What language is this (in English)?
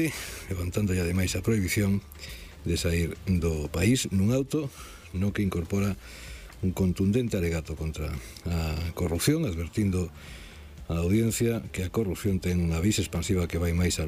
Galician